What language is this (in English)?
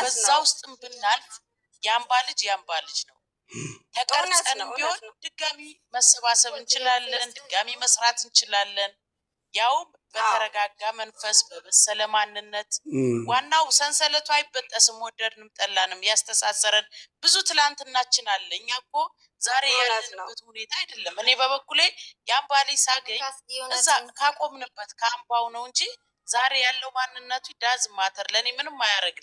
Amharic